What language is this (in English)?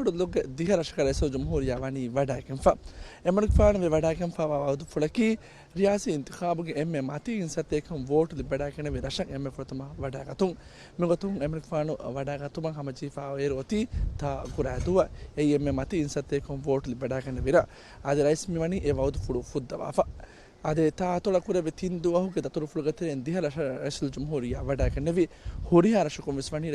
Divehi